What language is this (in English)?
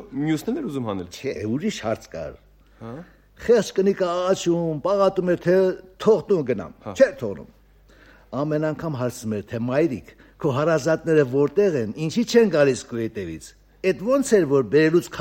Armenian